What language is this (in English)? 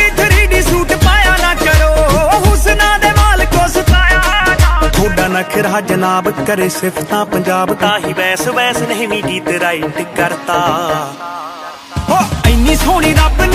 Punjabi